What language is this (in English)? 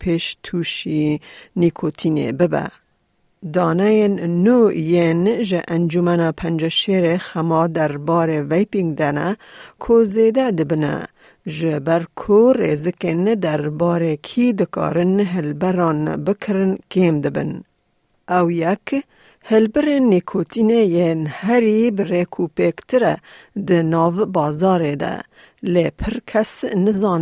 Kurdish